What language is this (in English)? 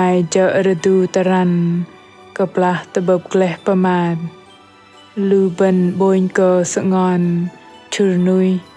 Bahnar